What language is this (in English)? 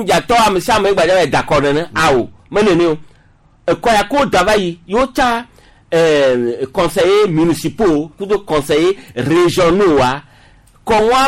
Gen